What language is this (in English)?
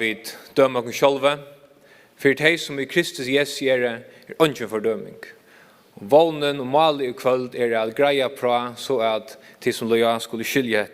Faroese